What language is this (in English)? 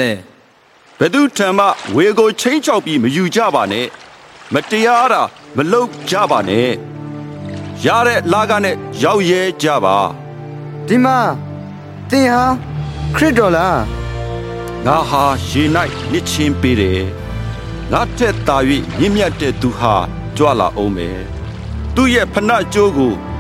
Burmese